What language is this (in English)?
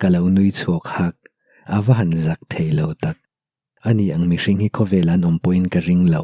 Mizo